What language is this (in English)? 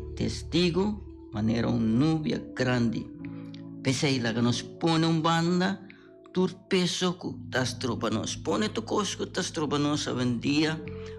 Papiamento